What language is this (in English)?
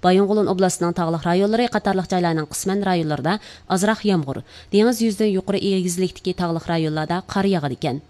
Uyghur